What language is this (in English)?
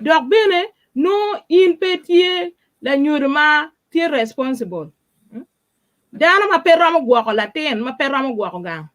Acoli